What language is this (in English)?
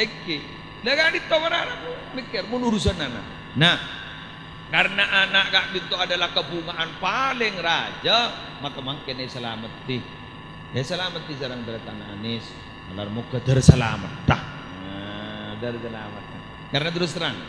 Madurese